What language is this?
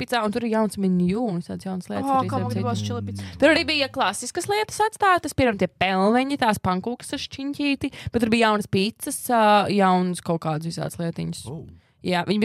Latvian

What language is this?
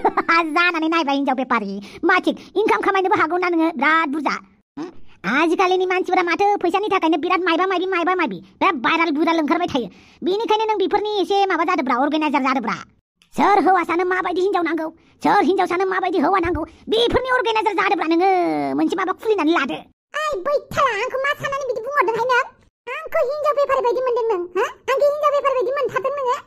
Bodo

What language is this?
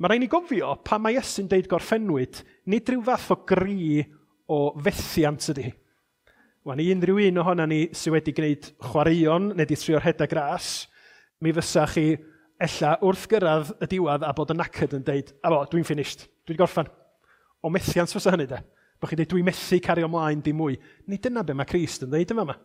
Welsh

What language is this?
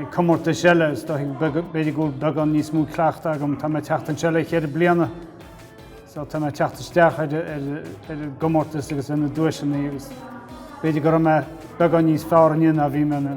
Irish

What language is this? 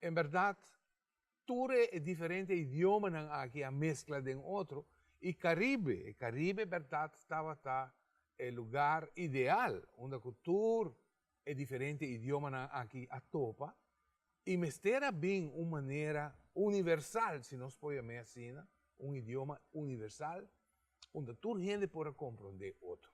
Papiamento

